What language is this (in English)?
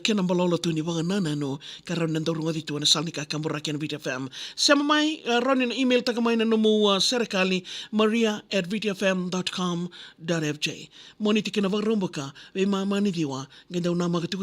Fijian